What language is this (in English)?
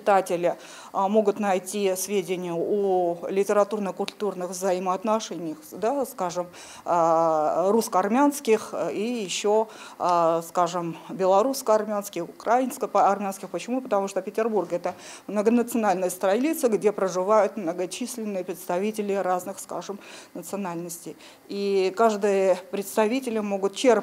Russian